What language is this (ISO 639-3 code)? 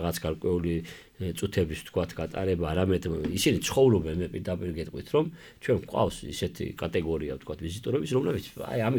kat